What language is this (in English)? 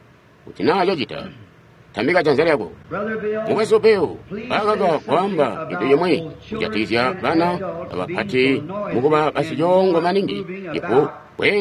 Tonga (Zambia)